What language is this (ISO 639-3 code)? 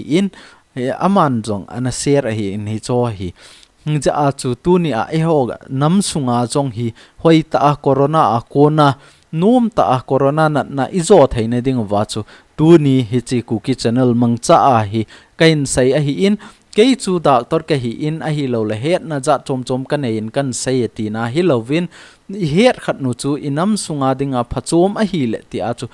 tcz